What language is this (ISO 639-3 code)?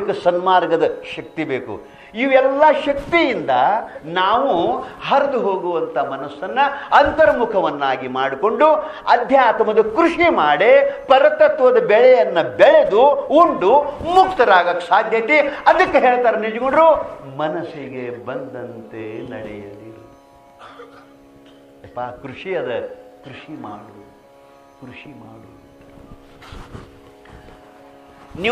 kan